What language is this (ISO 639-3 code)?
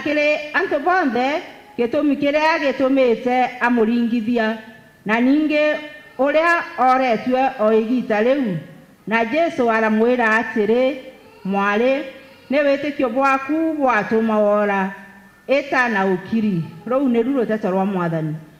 mer